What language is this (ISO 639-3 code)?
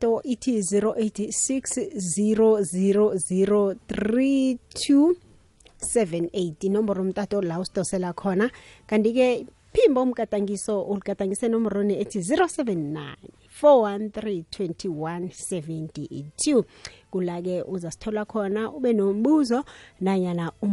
nbl